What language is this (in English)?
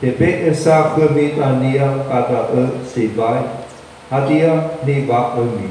Nias